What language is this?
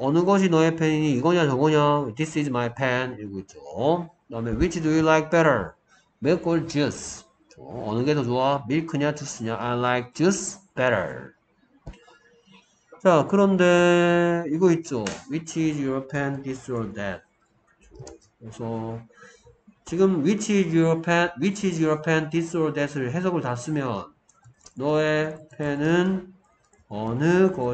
Korean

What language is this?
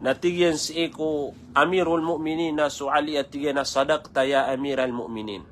Maranao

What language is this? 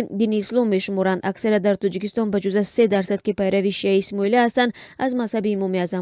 Tajik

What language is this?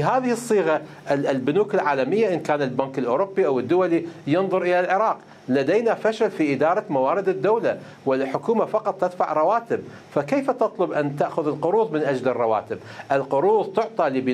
Mesopotamian Arabic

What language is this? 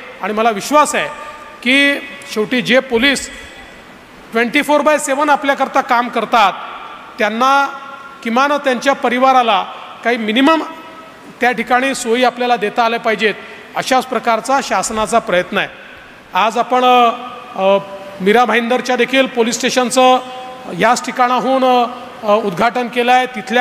Marathi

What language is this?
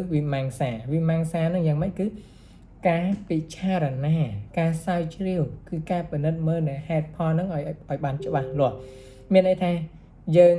Khmer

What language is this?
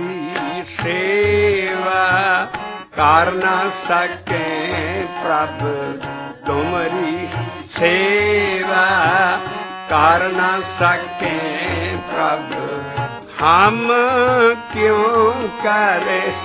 Punjabi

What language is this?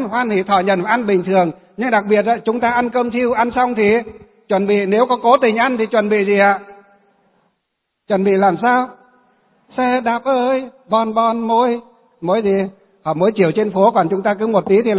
Vietnamese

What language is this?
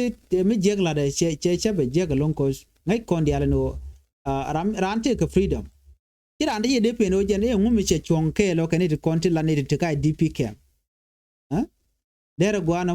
Nuer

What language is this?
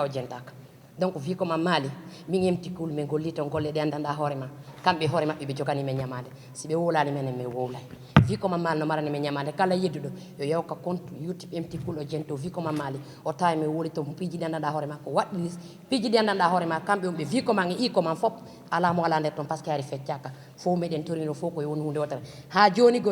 Fula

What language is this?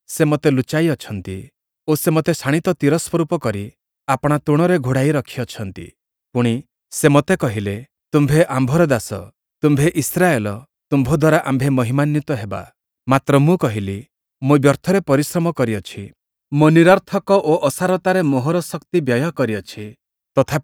Odia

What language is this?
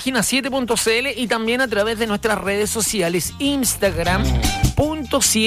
Spanish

